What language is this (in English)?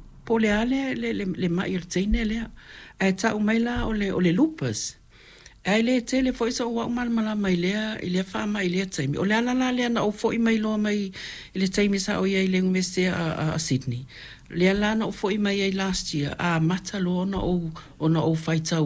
Samoan